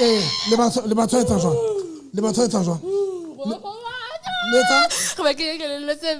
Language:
Tswana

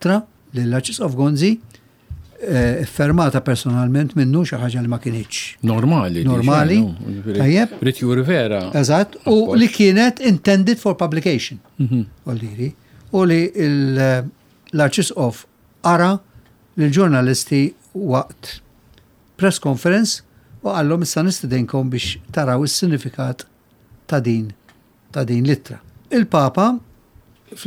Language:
Maltese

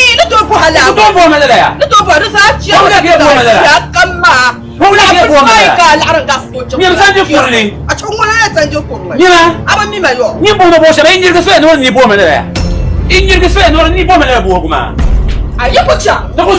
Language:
Dagbani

